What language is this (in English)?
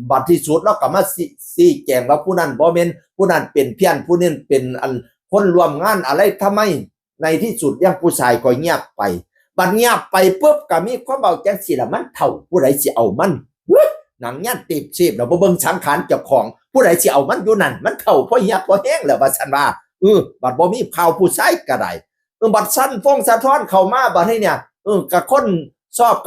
Northeastern Thai